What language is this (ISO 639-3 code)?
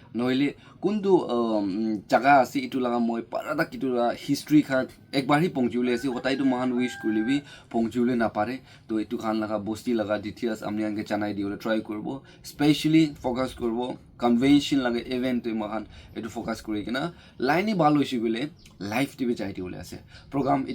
nag